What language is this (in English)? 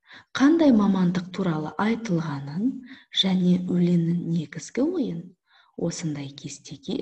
Kazakh